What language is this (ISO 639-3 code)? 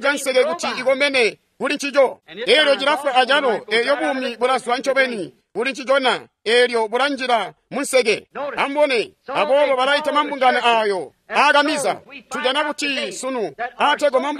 toi